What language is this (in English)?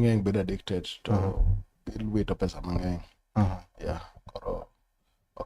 Luo (Kenya and Tanzania)